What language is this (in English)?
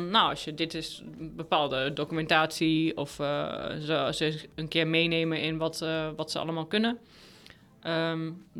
Dutch